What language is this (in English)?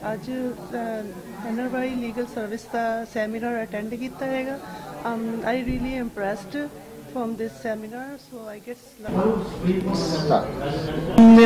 Punjabi